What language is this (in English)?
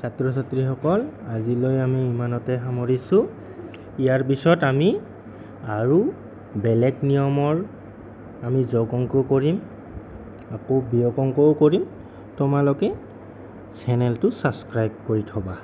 Assamese